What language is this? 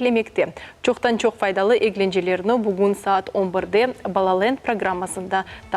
Crimean Tatar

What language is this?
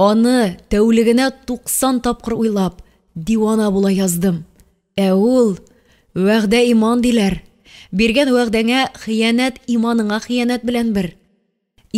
Tatar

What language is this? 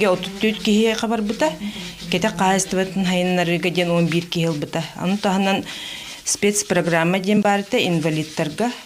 Yakut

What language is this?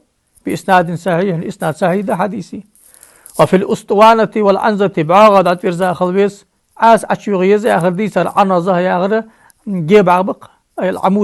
Ingush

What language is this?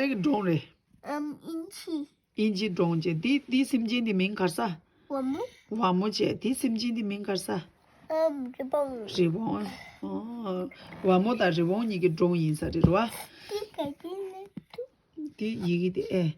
Tibetan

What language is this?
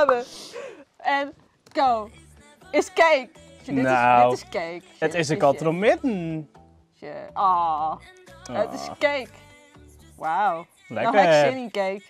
Western Frisian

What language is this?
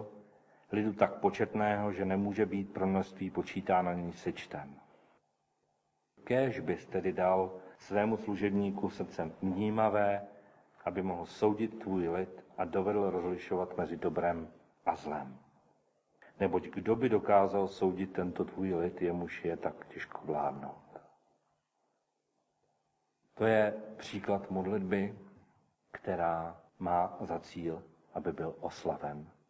Czech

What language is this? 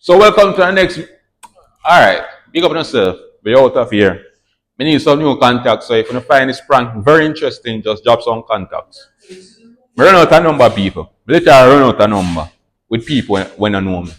Jamaican Creole English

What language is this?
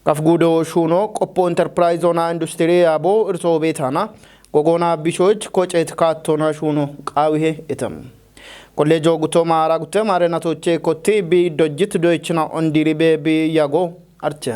Kafa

